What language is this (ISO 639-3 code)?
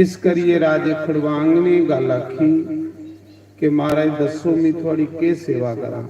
doi